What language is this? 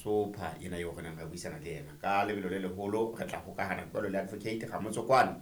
Southern Sotho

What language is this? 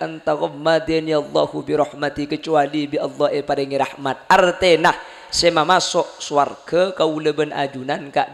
Madurese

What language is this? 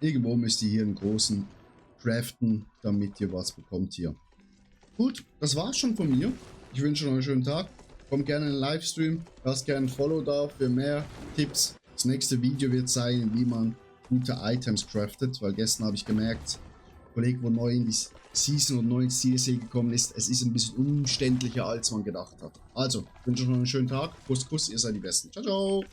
Swiss German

